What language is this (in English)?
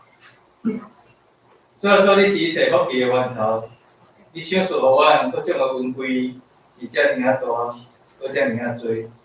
Min Nan Chinese